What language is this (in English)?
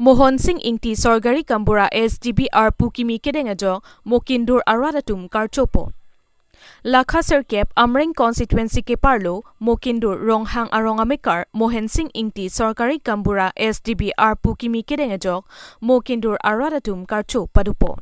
Karbi